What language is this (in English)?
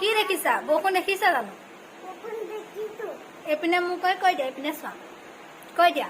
Assamese